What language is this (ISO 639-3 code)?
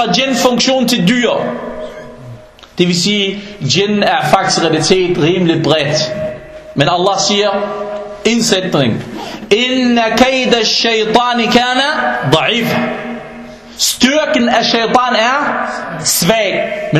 dan